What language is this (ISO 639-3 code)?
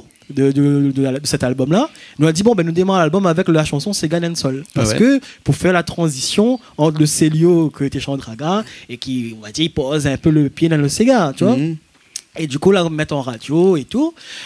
rcf